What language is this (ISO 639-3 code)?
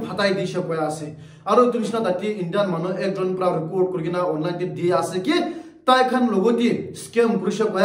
nag